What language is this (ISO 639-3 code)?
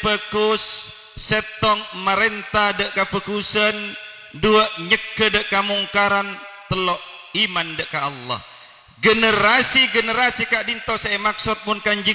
mad